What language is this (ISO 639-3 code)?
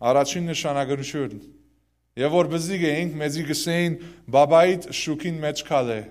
hyw